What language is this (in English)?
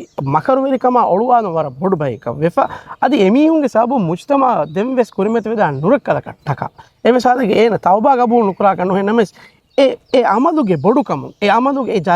Divehi